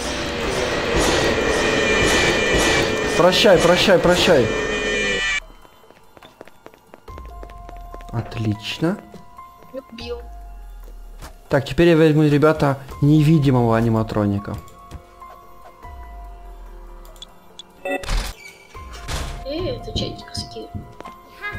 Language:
Russian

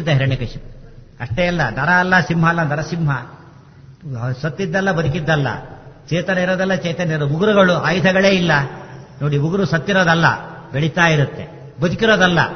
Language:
Kannada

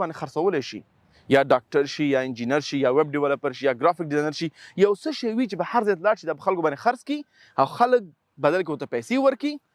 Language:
Pashto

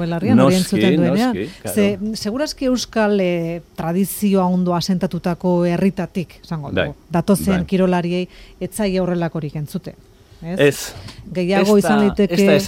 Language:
Basque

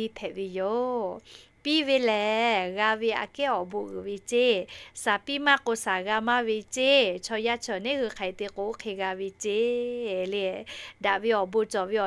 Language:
Lahu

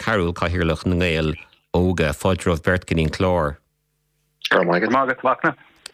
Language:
Irish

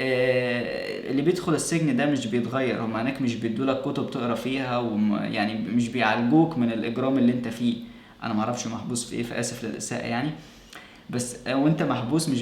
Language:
Egyptian Arabic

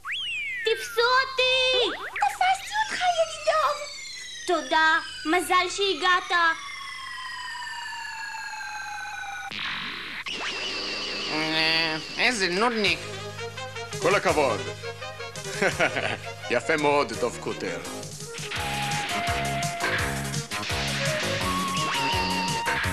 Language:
Hebrew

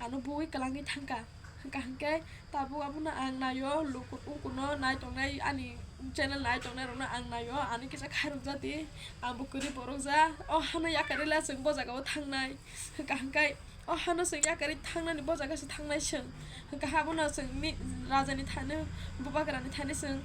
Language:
Kok Borok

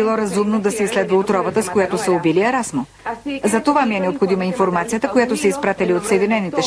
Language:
Bulgarian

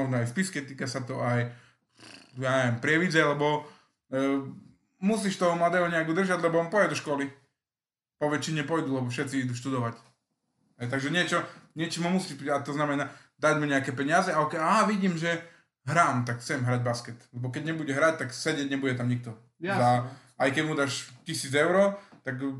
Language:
Slovak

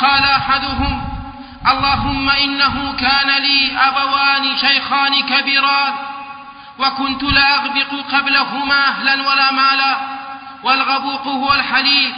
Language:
Arabic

